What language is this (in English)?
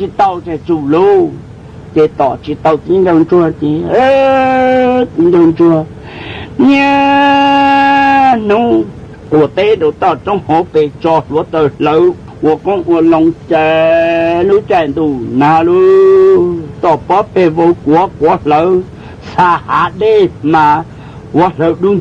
Hmong